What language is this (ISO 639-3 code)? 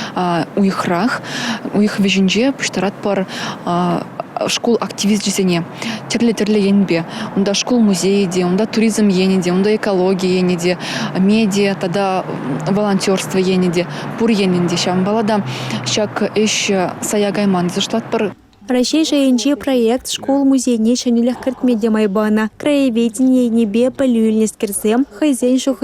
chv